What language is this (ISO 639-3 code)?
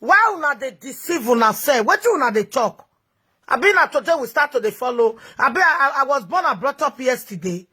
pcm